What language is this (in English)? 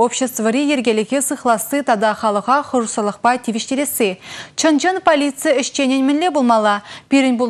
Chuvash